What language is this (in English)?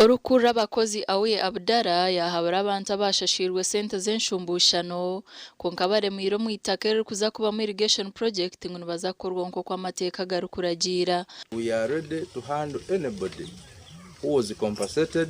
Nyankole